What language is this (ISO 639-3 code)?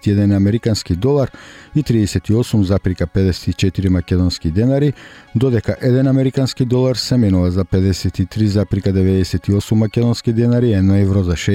mkd